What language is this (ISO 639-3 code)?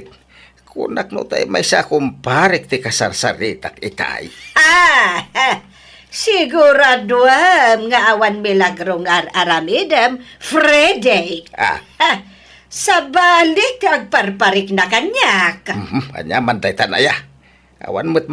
ilo